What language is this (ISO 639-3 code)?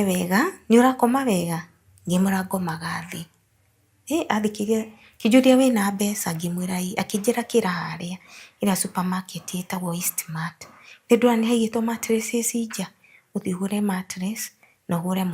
kik